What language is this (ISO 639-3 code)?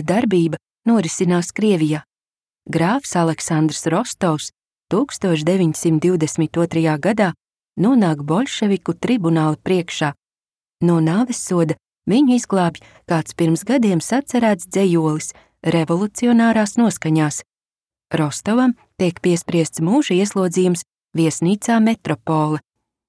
lav